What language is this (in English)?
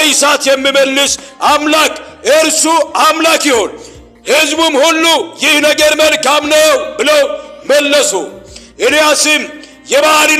Amharic